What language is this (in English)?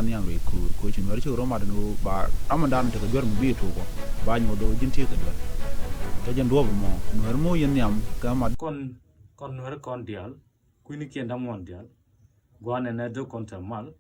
Nuer